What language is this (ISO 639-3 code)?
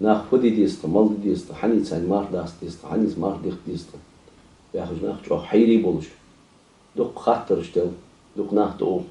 inh